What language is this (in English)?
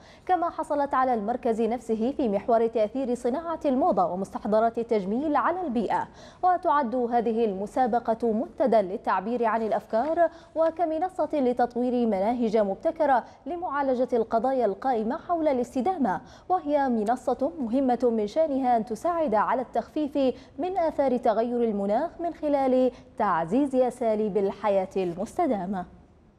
Arabic